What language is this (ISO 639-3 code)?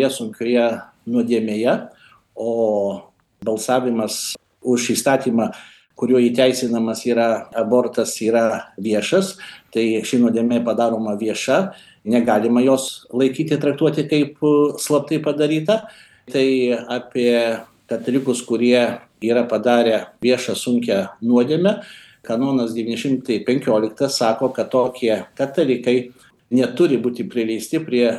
lit